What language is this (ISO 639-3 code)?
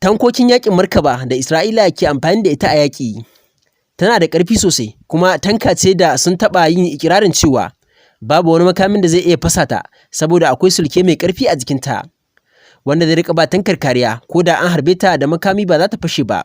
hau